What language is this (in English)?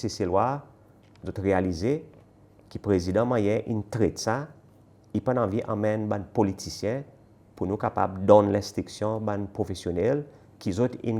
Seselwa Creole French